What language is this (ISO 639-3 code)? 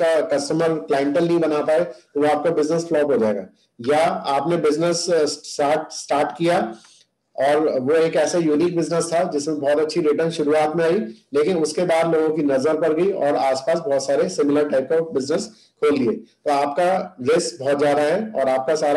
hin